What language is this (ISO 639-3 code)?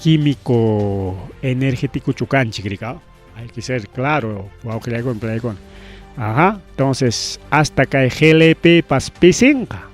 quy